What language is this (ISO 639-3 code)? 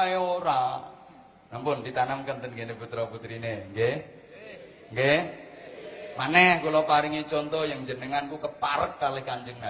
jav